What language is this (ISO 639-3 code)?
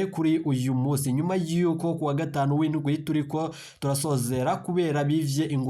run